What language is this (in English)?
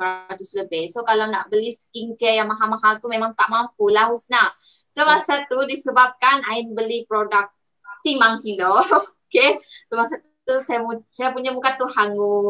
Malay